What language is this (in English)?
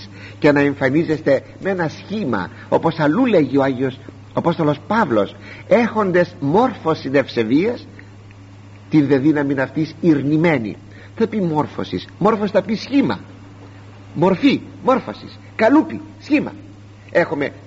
Greek